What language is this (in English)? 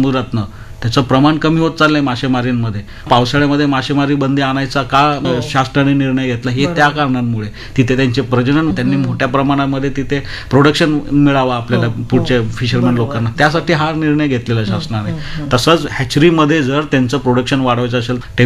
Marathi